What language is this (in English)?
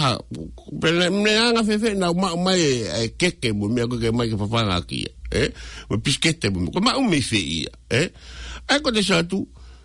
Tongan